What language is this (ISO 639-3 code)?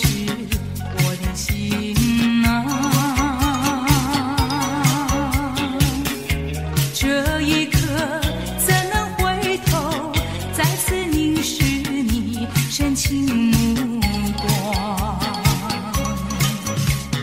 zho